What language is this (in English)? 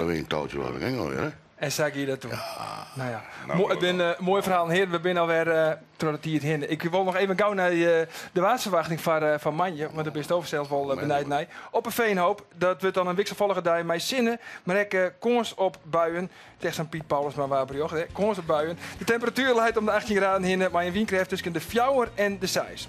Western Frisian